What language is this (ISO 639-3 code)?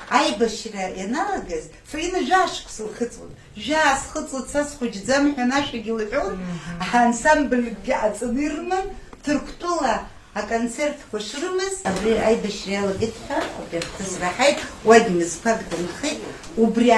abk